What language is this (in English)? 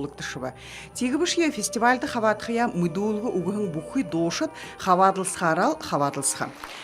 Buriat